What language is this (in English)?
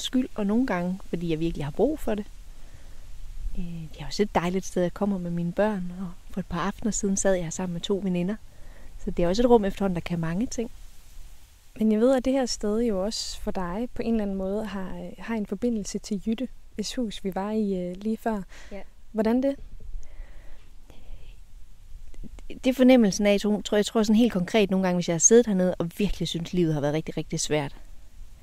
Danish